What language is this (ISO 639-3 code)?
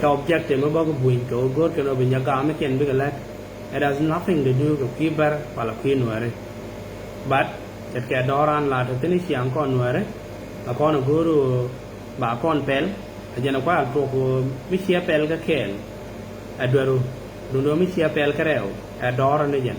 nus